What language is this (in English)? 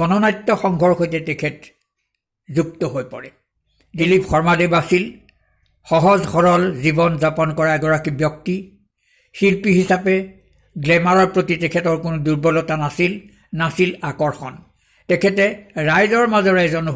Assamese